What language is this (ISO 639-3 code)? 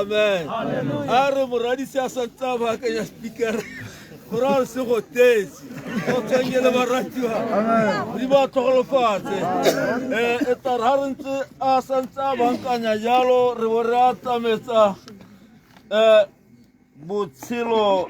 tsn